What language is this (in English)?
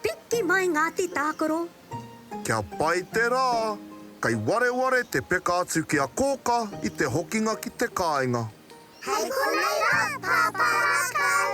Māori